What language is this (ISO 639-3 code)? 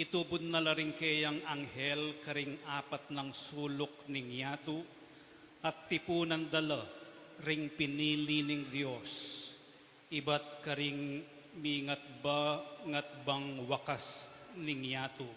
pam